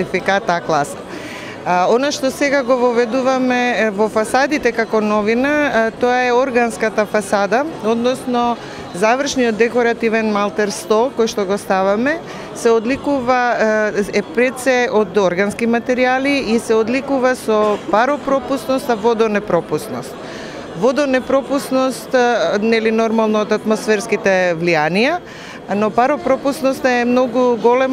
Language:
Macedonian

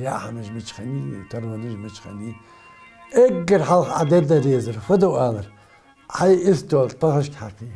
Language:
Ingush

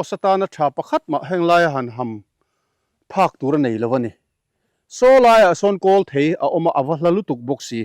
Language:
Mizo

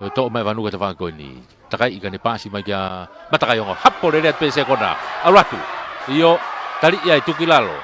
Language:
Tongan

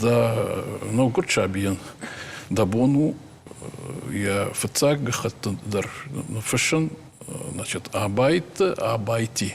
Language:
Ossetic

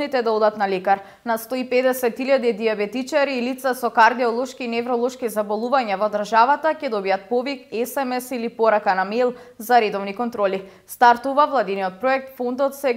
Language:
Macedonian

